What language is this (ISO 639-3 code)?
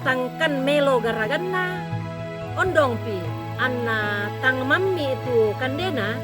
sda